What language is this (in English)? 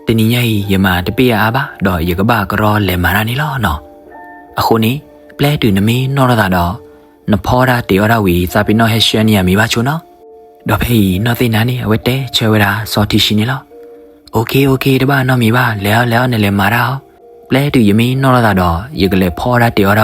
S'gaw Karen